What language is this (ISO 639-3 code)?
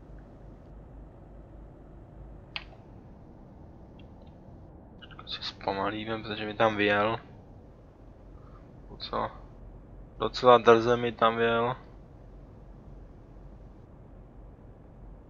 ces